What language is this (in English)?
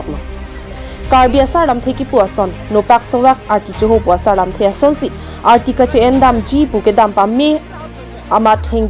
Karbi